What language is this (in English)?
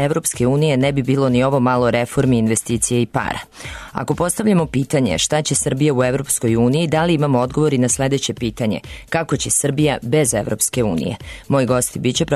Serbian